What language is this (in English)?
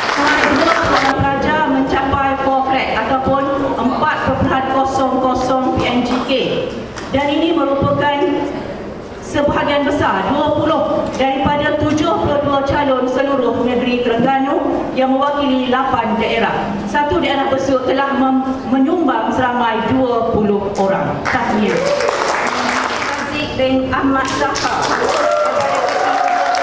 Malay